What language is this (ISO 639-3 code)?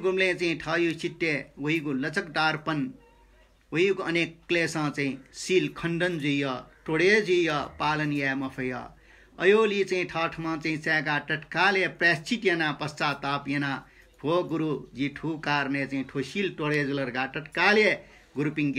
new